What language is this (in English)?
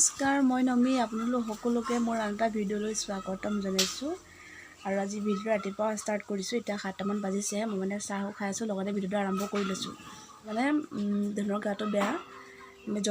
Assamese